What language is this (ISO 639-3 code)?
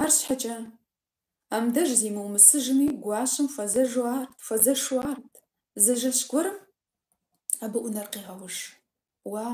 kbd